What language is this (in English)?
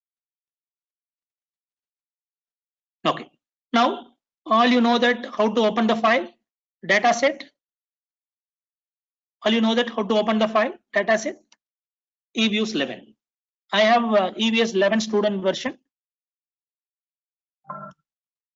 English